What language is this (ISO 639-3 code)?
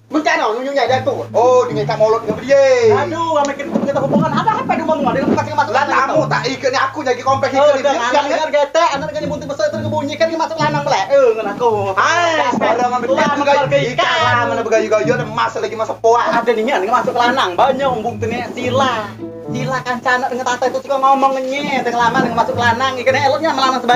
mui